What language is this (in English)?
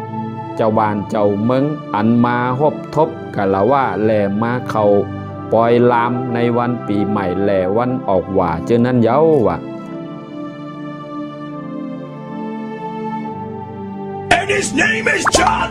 Shan